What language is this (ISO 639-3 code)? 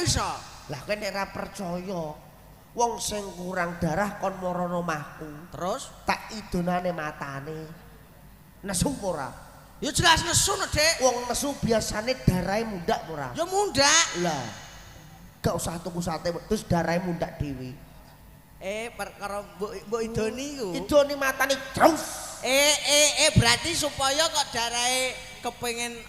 jav